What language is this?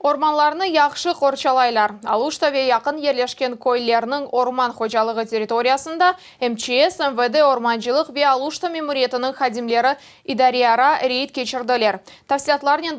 Crimean Tatar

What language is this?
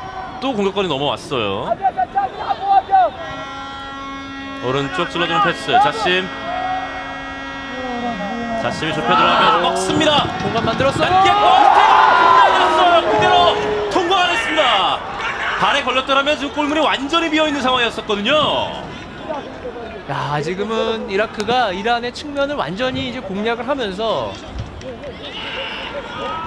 Korean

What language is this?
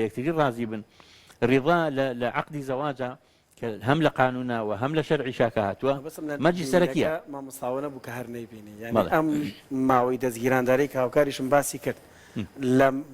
Central Kurdish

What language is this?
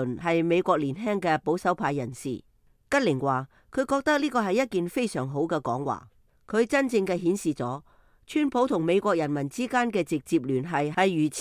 Cantonese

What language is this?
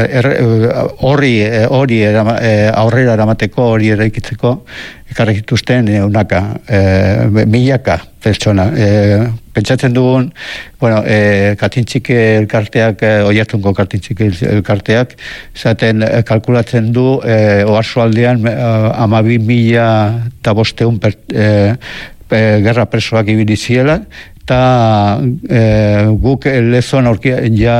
Basque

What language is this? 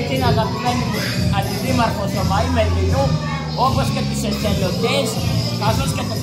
Greek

